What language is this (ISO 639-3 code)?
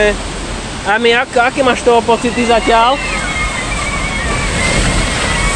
slk